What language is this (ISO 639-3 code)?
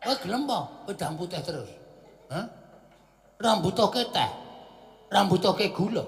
jav